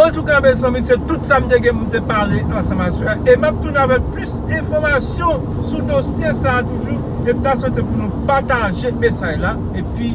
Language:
Haitian Creole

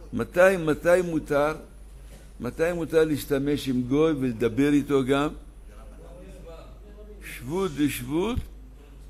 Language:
Hebrew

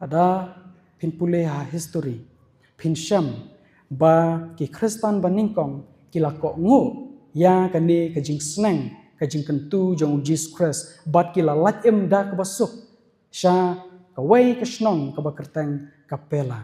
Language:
Khasi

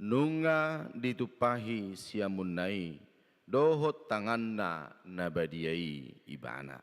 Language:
Batak Toba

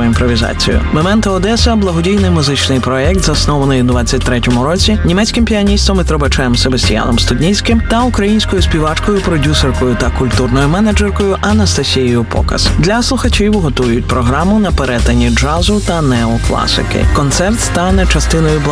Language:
Ukrainian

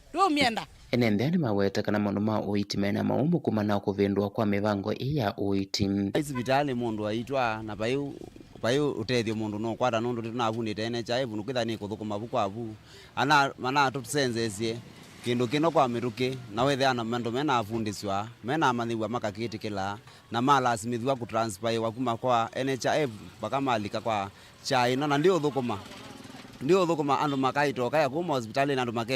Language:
Kamba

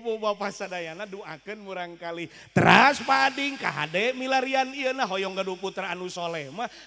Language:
Sundanese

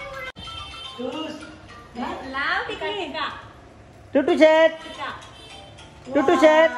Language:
Marathi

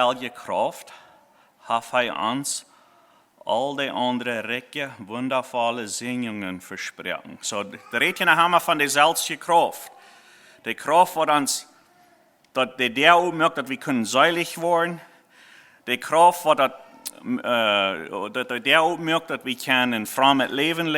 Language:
Plautdietsch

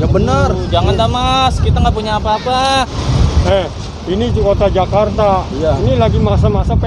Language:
Betawi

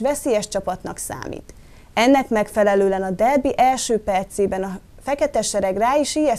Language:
Hungarian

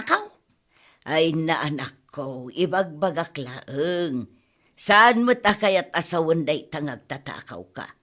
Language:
Iloko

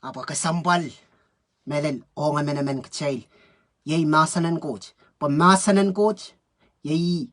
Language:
Pohnpeian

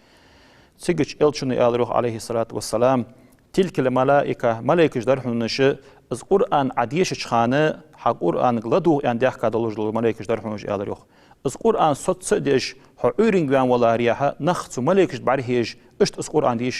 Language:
Ingush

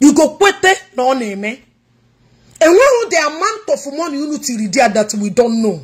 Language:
Igbo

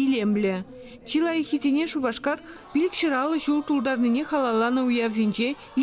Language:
Chuvash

